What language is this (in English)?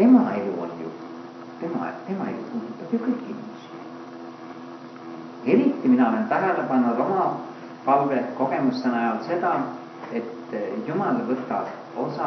Estonian